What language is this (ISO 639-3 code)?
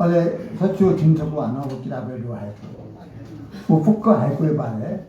new